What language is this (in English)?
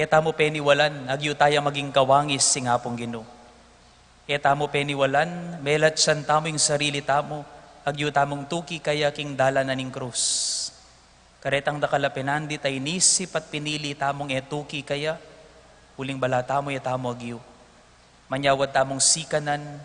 Pampanga